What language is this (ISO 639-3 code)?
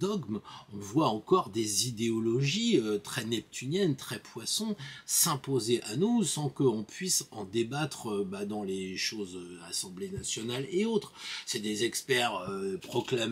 fra